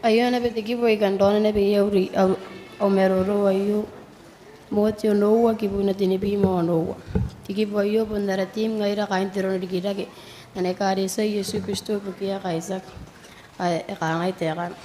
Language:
Gilbertese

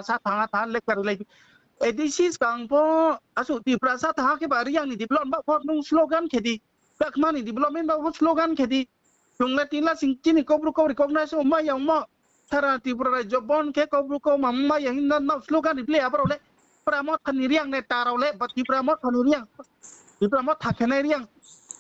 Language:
Riang (India)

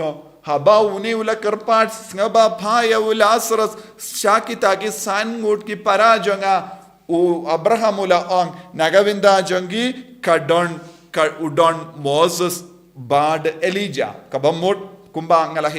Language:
Khasi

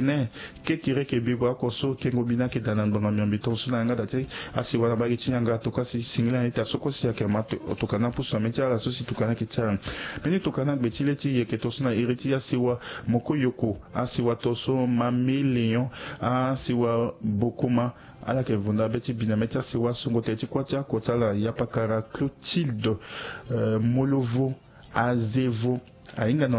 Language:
Sango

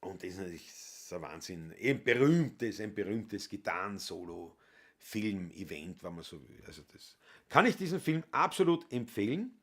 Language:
Bavarian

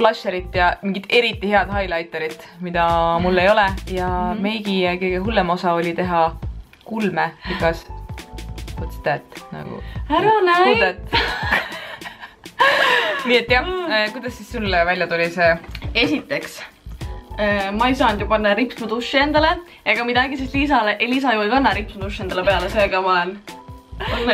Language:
Estonian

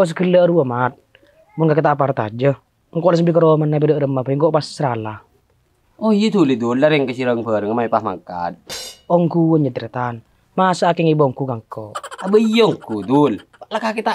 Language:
Madurese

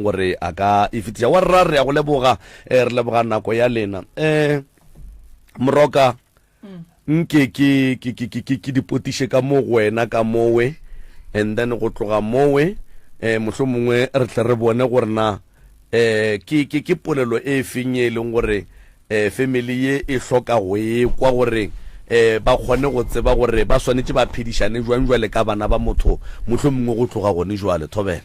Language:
Northern Sotho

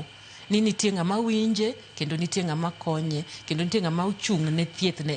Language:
Luo (Kenya and Tanzania)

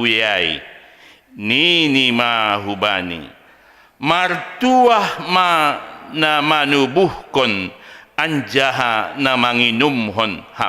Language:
Batak Simalungun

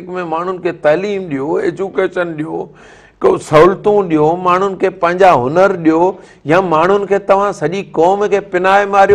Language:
Sindhi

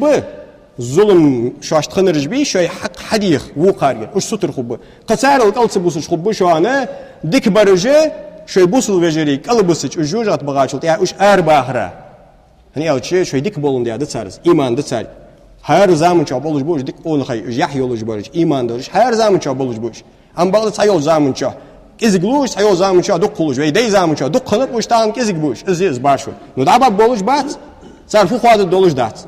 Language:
Ingush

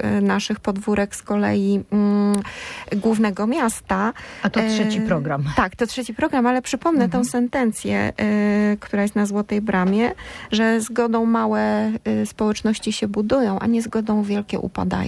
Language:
Polish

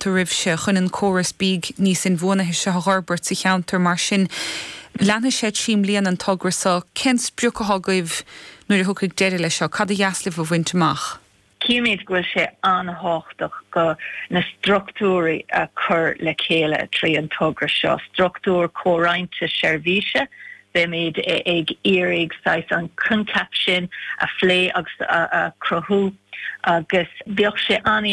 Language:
Irish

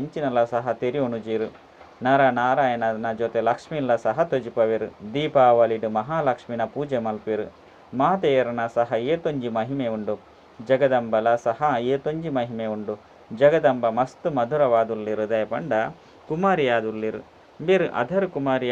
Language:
Tulu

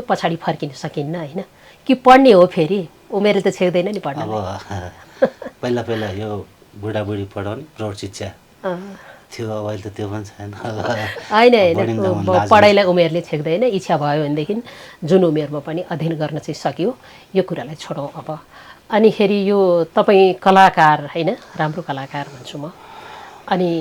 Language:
Nepali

